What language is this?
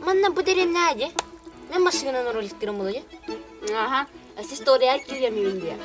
Yakut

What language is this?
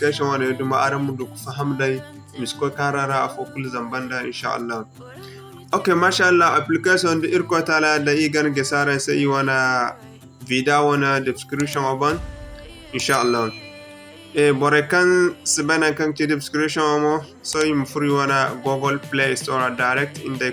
Zarma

